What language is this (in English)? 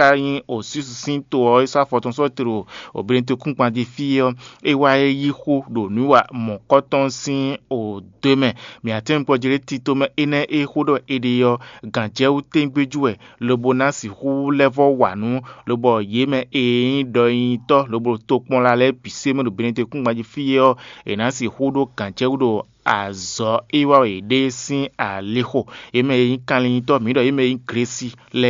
Fon